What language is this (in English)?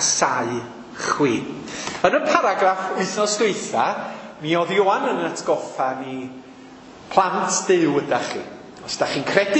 Welsh